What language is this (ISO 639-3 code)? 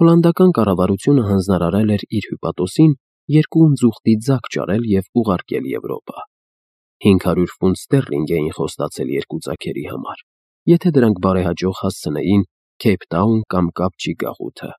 hye